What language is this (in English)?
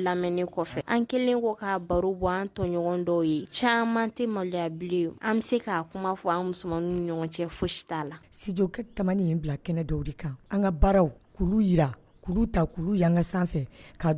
Bambara